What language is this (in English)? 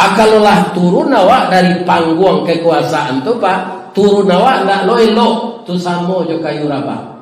Minangkabau